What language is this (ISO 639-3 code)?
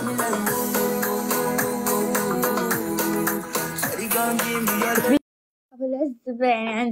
ara